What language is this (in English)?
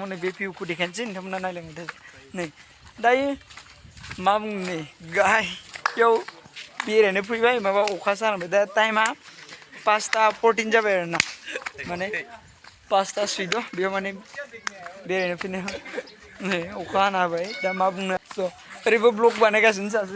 Bodo